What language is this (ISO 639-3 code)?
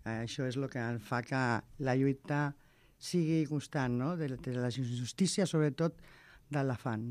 cat